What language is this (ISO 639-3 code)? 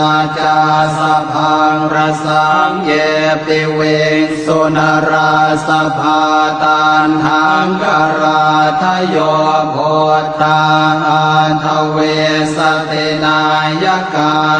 pli